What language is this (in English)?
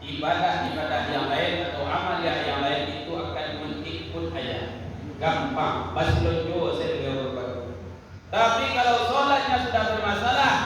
Minangkabau